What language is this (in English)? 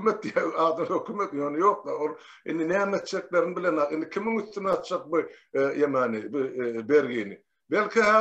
Turkmen